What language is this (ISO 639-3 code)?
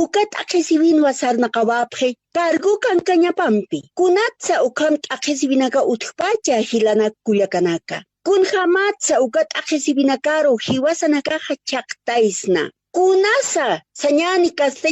aym